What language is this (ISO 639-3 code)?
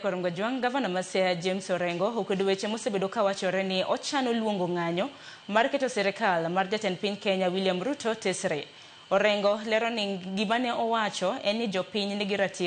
luo